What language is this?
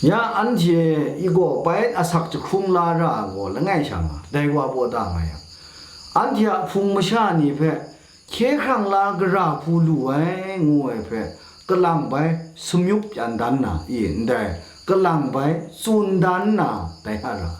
Kachin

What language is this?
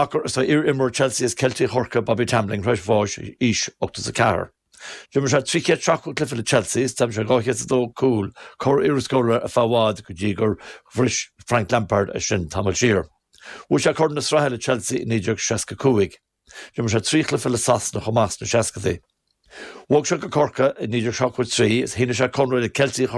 Irish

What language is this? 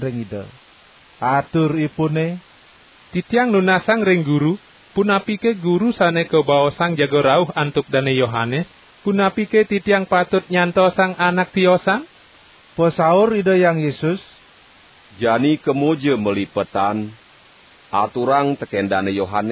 Balinese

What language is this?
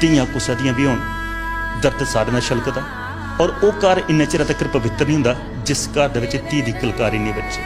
Dogri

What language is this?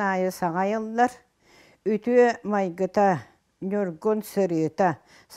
Yakut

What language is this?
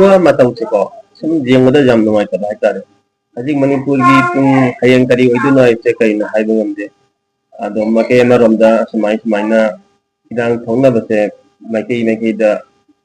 Manipuri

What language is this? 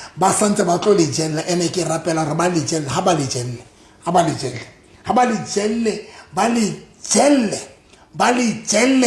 Southern Sotho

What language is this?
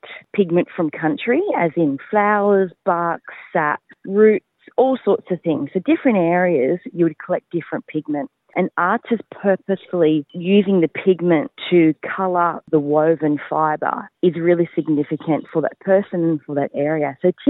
Kurdish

